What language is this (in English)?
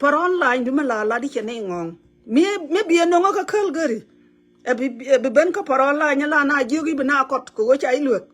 Nuer